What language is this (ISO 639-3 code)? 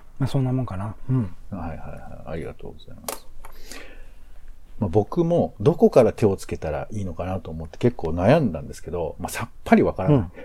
jpn